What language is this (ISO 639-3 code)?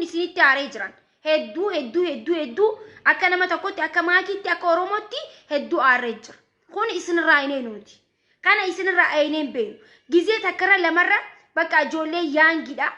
orm